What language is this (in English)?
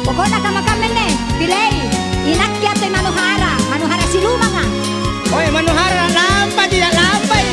Makasar